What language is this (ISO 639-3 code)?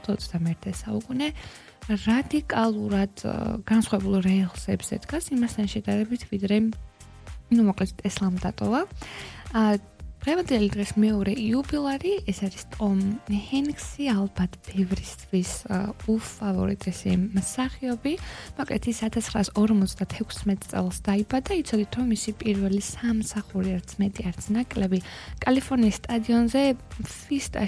kat